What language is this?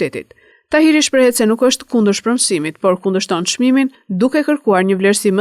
Albanian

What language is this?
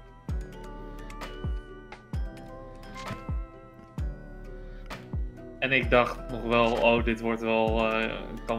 Dutch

